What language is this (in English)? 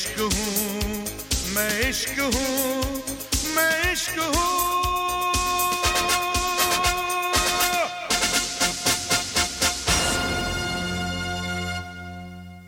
Hindi